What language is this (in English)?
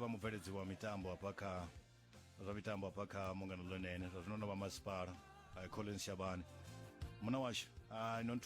Venda